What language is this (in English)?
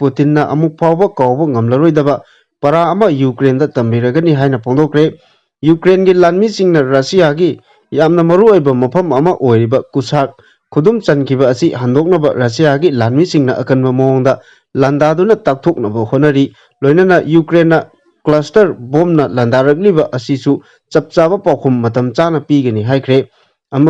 Manipuri